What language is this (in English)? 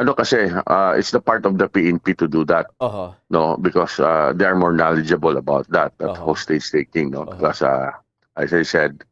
Waray